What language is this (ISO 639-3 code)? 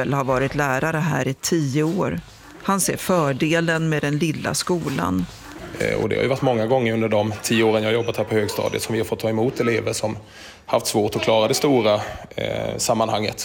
swe